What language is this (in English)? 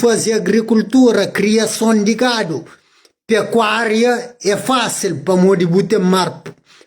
Kabuverdianu